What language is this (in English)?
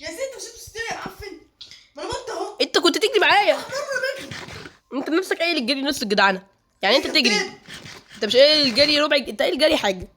Egyptian Arabic